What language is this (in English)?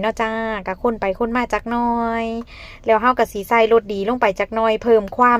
Northeastern Thai